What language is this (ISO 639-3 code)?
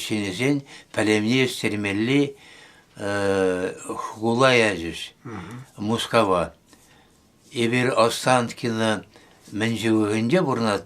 chv